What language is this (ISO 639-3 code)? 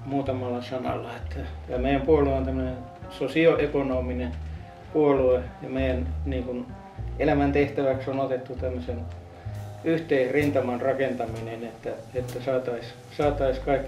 fin